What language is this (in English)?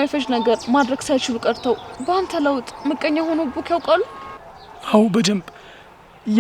Amharic